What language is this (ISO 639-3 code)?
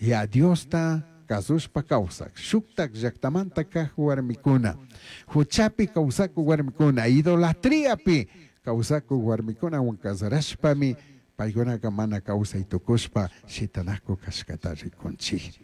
qug